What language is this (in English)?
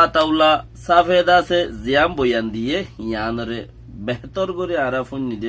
Rohingya